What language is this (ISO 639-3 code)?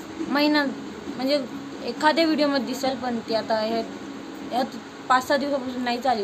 mar